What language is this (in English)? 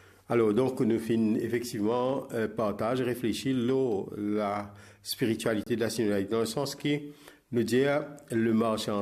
Morisyen